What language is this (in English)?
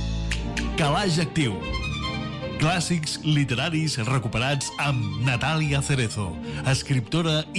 Catalan